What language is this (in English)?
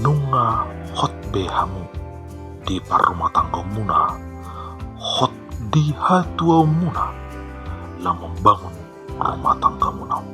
Batak Toba